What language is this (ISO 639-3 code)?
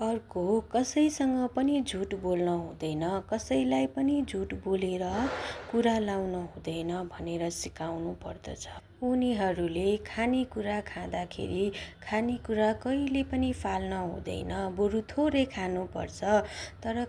nep